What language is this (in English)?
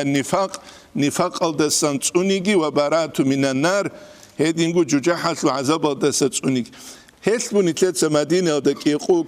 Avaric